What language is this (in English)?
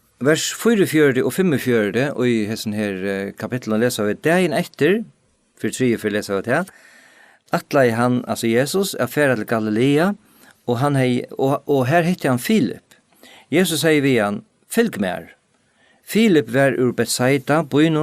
Faroese